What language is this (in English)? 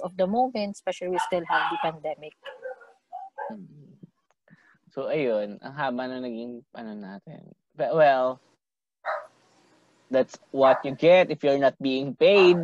Filipino